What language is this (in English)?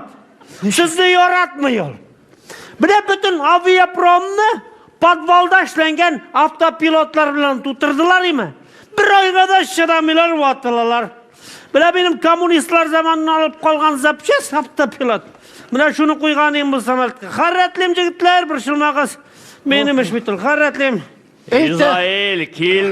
Tatar